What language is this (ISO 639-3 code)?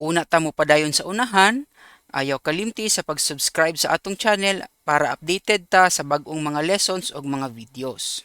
ceb